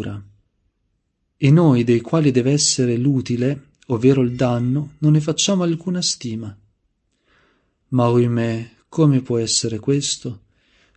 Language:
Italian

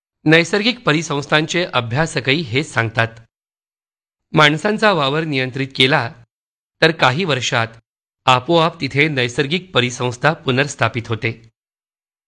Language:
Marathi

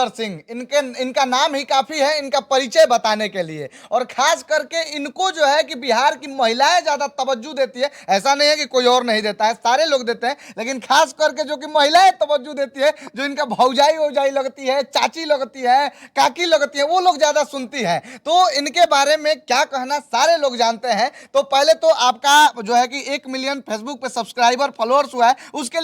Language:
Bhojpuri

